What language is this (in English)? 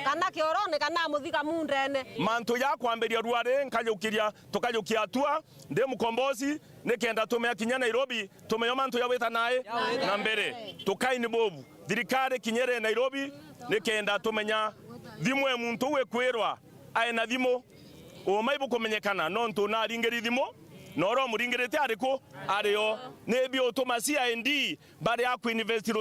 Meru